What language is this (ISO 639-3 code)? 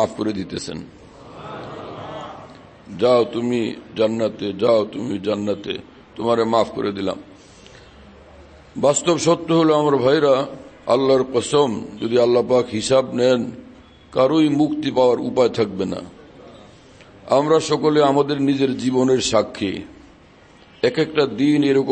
ben